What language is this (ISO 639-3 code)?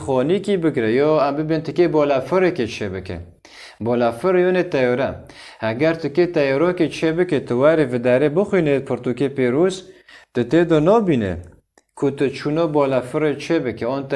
kur